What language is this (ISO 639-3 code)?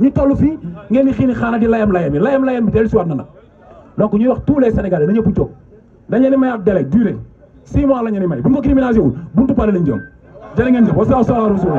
wol